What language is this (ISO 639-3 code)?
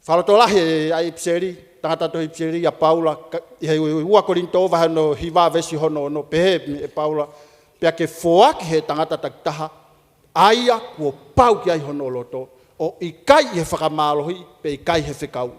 ton